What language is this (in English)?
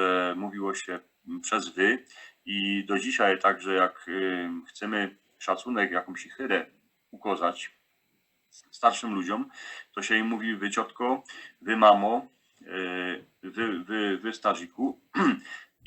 Silesian